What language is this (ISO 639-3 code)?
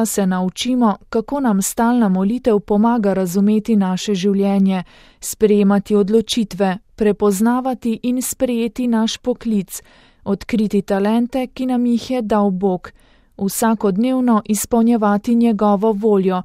slv